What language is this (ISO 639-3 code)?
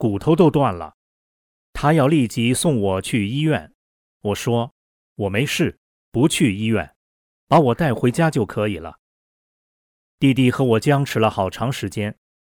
zho